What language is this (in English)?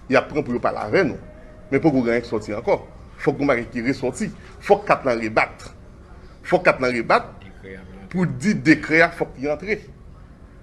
Haitian Creole